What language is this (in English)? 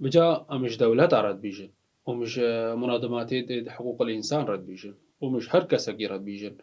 Kurdish